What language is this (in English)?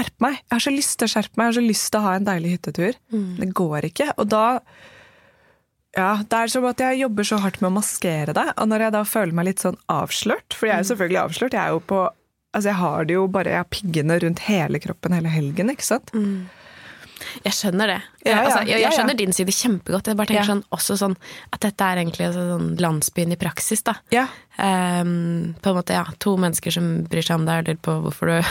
Norwegian